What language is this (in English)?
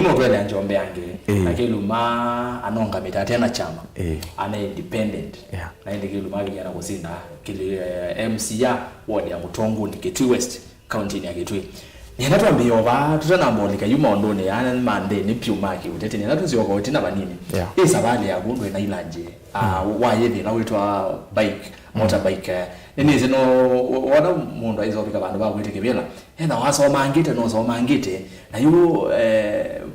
Kamba